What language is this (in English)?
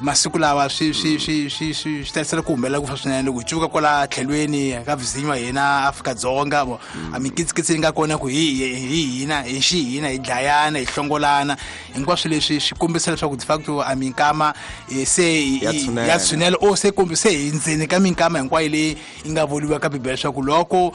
Tsonga